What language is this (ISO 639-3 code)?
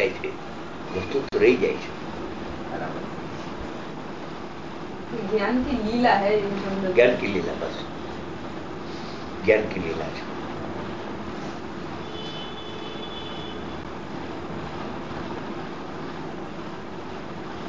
guj